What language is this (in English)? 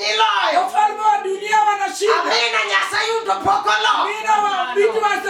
Luo (Kenya and Tanzania)